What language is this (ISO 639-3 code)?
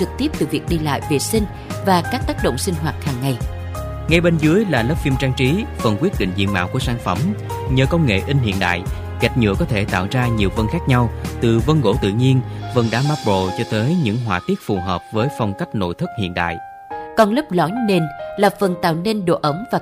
vie